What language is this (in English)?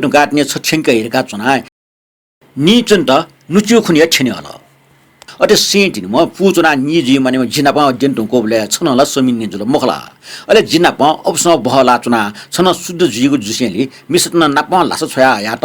Newari